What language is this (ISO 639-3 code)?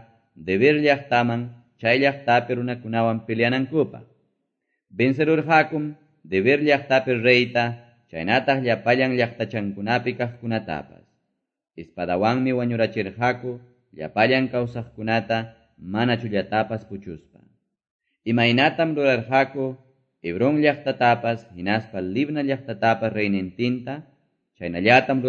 que